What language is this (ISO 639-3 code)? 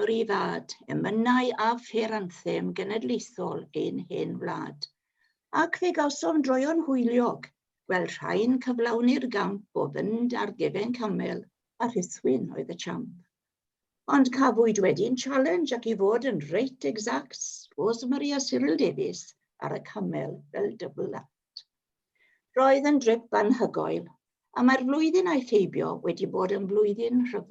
cym